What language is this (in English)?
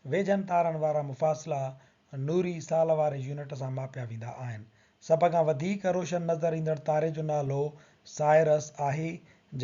Sindhi